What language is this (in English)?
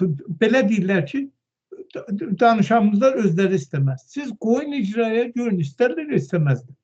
Azerbaijani